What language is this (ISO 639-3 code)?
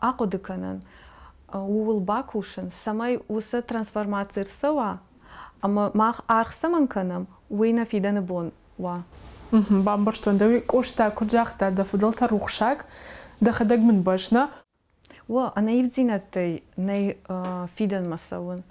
oss